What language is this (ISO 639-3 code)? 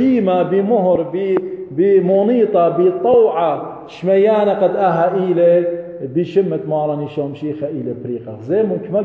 aii